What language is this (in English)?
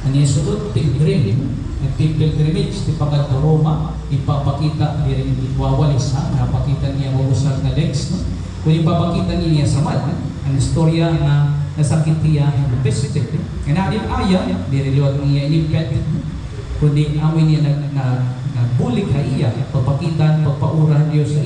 Waray